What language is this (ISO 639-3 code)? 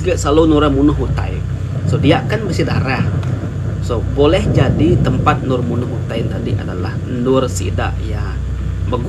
iba